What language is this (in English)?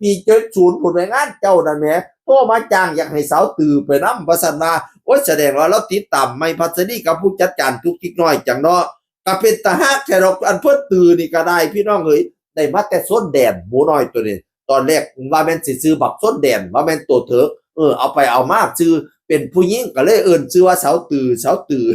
Northeastern Thai